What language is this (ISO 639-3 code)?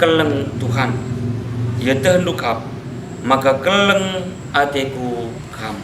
btx